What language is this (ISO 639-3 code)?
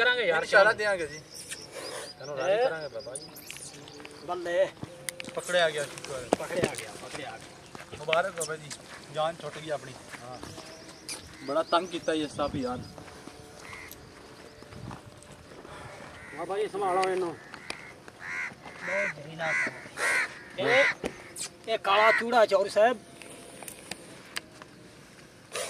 pan